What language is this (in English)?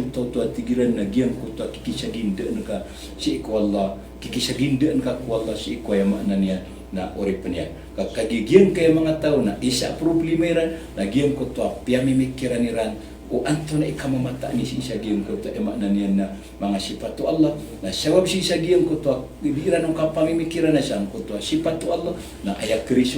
Maranao